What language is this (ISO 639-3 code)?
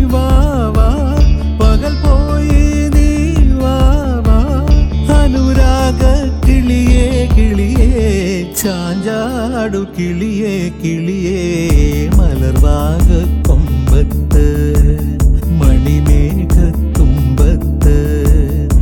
mal